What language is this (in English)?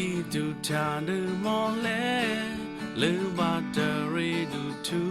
Western Kayah